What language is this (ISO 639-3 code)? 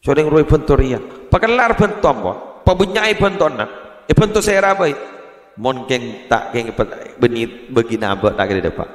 mad